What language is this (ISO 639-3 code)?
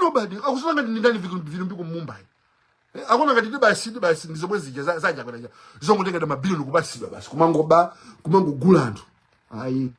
nya